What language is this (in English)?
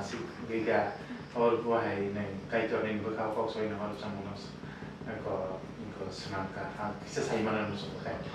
Kok Borok